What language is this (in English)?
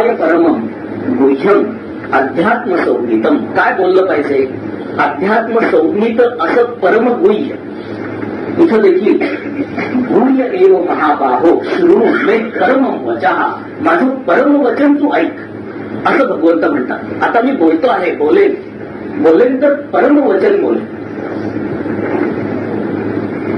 Marathi